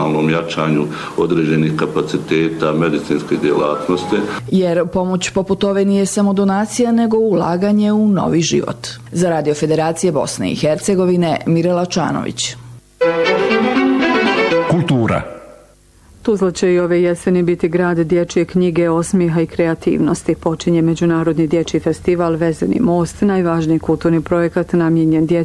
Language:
Bosnian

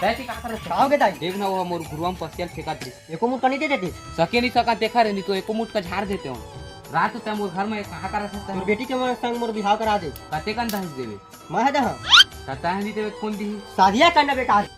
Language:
Chhattisgarhi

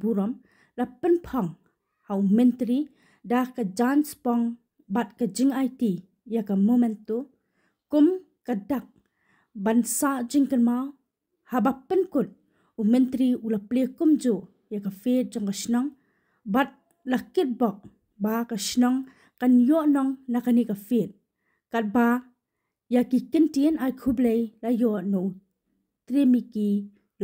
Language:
Khasi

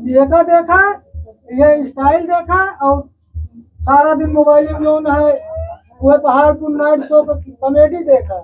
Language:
Awadhi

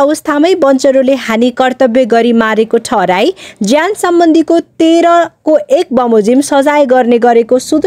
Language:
Nepali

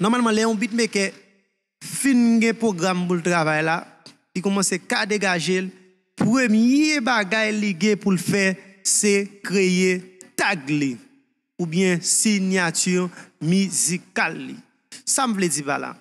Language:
Haitian Creole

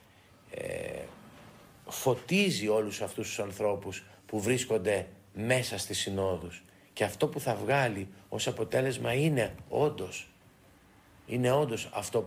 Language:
Greek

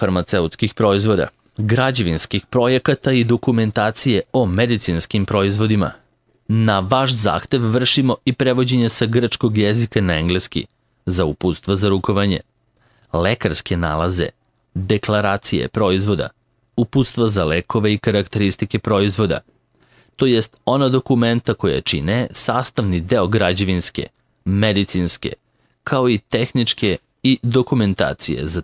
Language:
Serbian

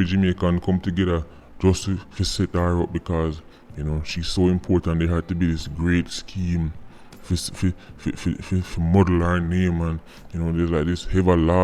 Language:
Jamaican Creole English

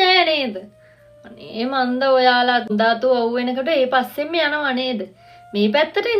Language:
Sinhala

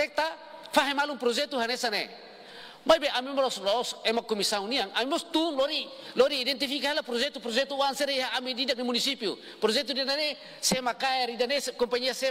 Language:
Tetum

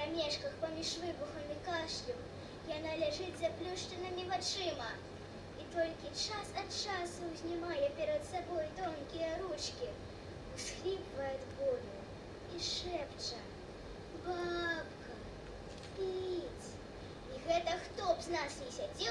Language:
Belarusian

